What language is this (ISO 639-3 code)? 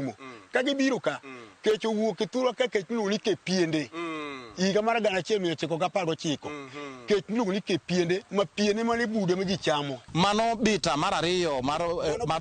luo